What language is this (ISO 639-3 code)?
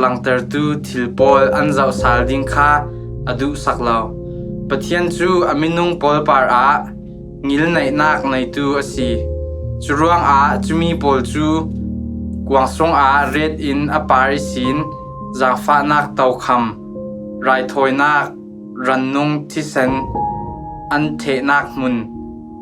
cfm